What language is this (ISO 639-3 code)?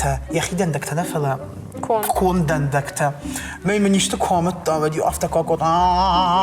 oss